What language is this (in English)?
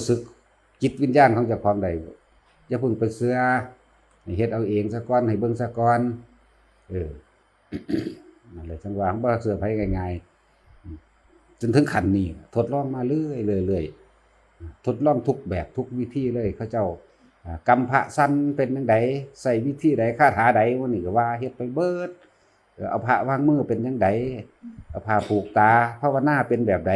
Lao